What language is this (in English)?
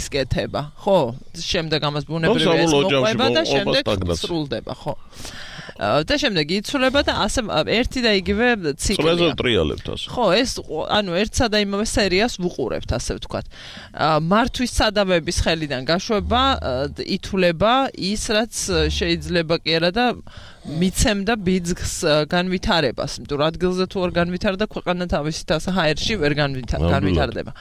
Georgian